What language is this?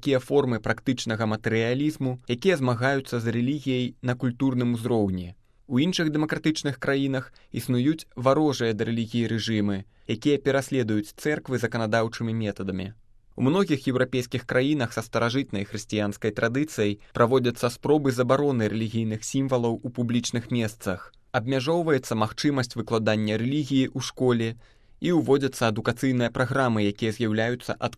Belarusian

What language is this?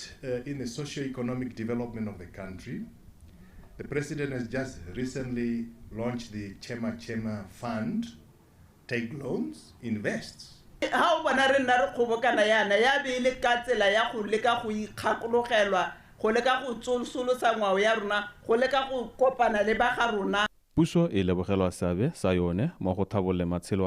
Tswana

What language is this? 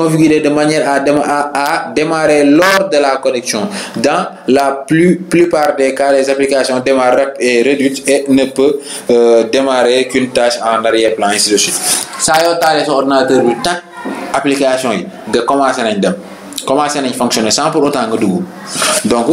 Wolof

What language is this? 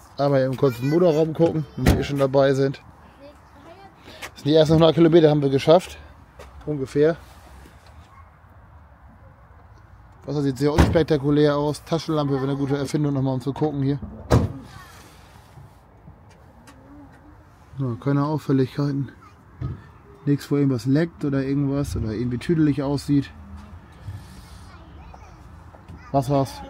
German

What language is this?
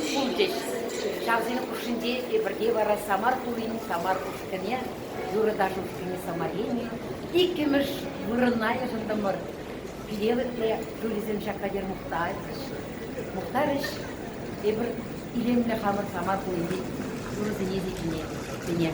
Chuvash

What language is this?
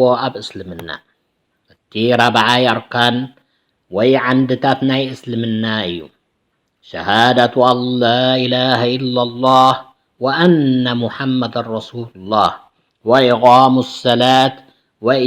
Tigrinya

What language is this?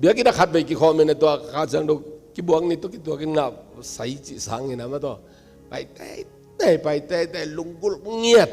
Tedim Chin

